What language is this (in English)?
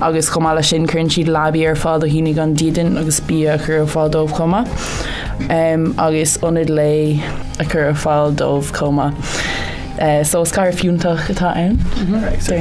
Irish